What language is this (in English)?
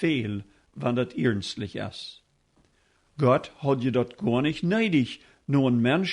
Plautdietsch